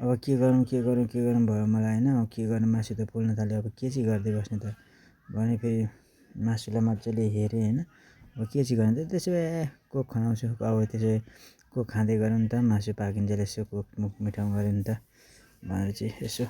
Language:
Nepali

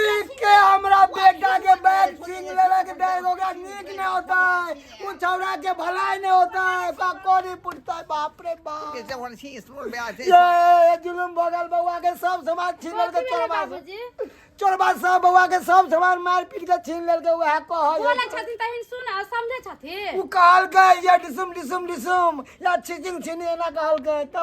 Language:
Maithili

